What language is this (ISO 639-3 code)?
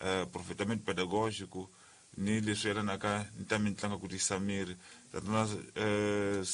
tso